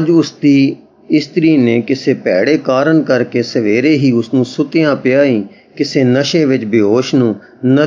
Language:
Punjabi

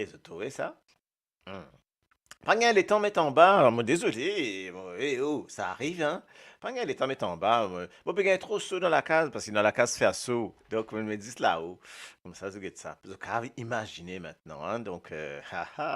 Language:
Morisyen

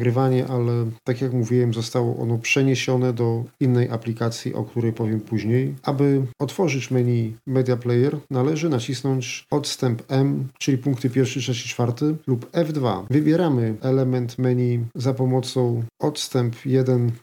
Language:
Polish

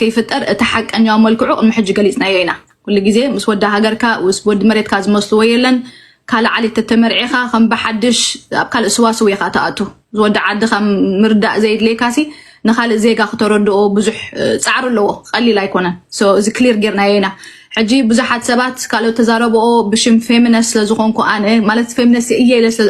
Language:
Tigrinya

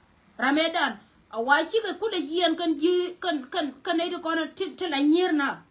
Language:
Nuer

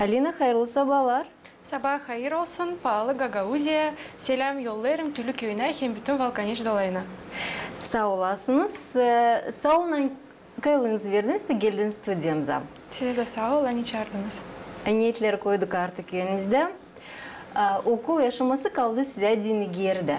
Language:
Gagauz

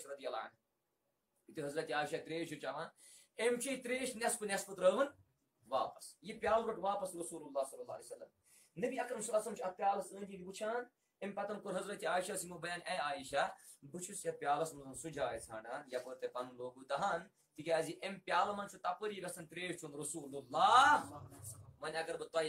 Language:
Kashmiri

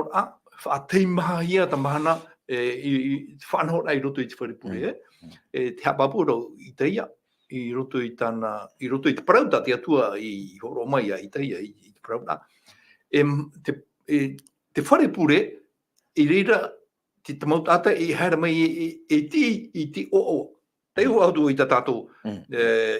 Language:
Tahitian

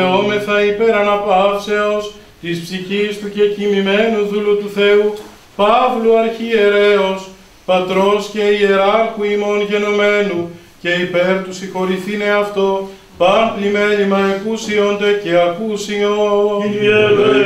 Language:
Greek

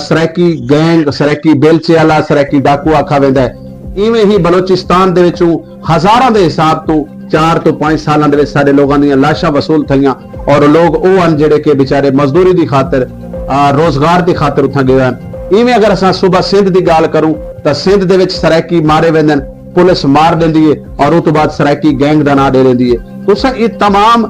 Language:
Saraiki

